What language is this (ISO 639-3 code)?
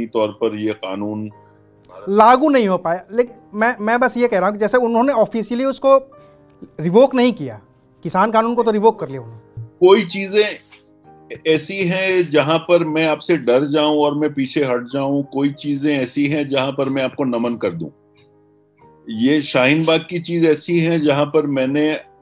hin